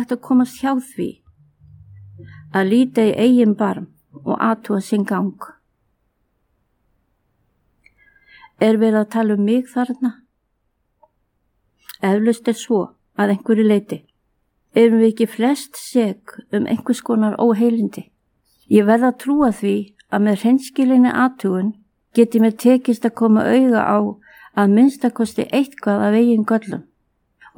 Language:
Icelandic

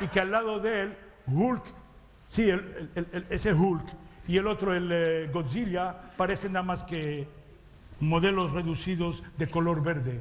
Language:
Ladino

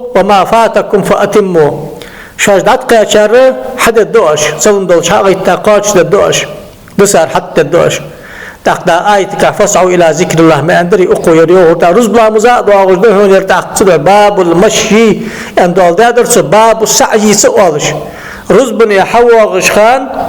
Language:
Ingush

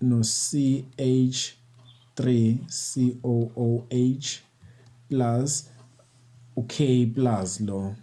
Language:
Zulu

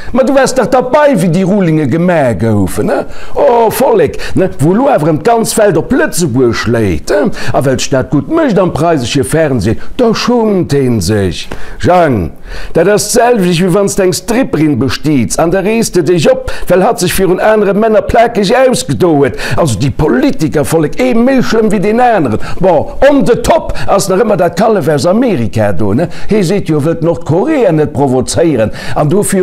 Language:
Luxembourgish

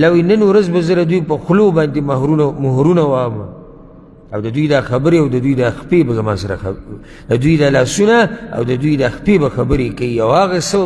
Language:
Pashto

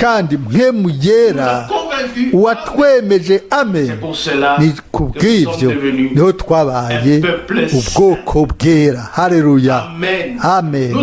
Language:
Rundi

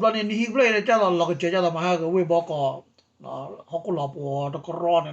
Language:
S'gaw Karen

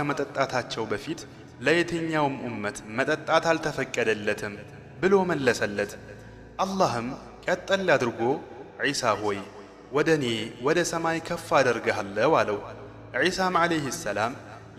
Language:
Amharic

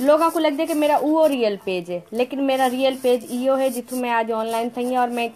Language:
Saraiki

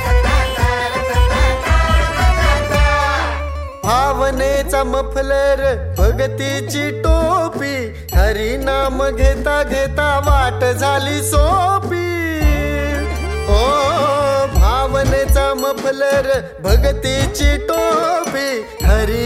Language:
Marathi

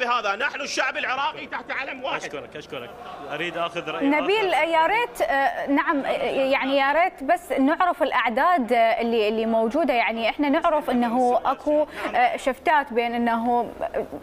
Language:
Mesopotamian Arabic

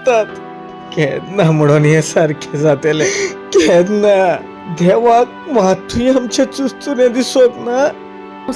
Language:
Konkani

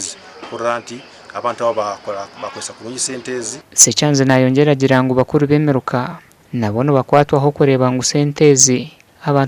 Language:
Nyankole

